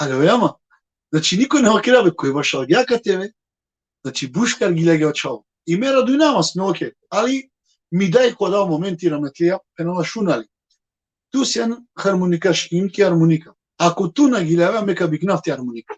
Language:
Balkan Romani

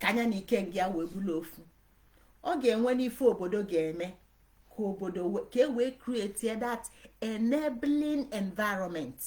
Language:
Igbo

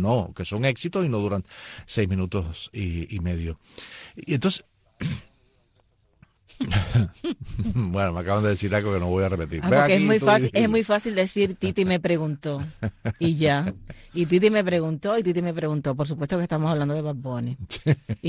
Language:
Spanish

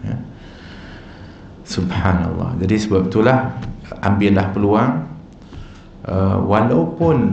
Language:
Malay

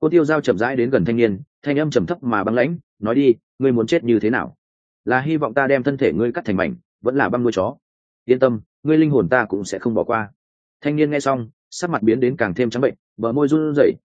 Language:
Vietnamese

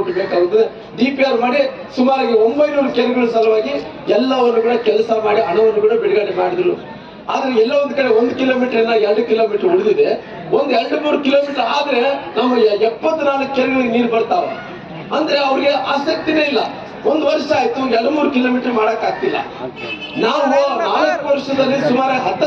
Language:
Kannada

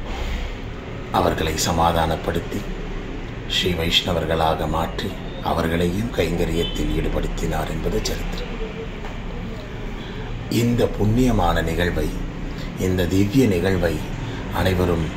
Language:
Tamil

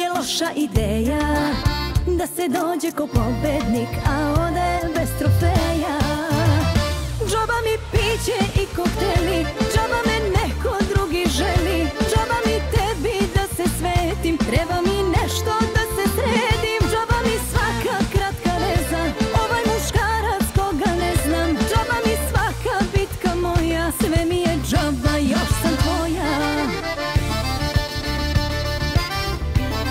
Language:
Serbian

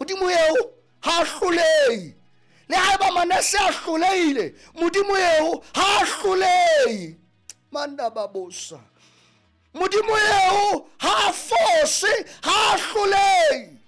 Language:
Southern Sotho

